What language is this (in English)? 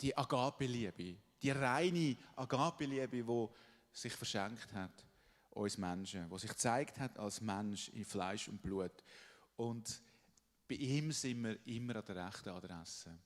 Swiss German